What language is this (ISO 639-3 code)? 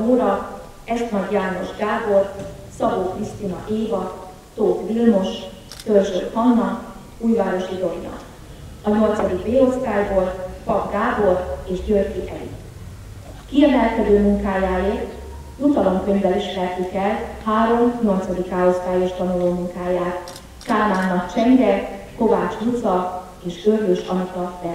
hun